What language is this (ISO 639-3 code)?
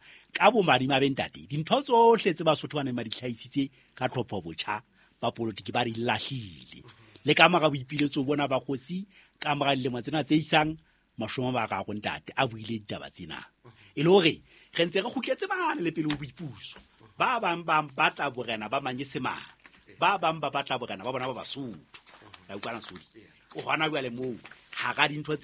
sot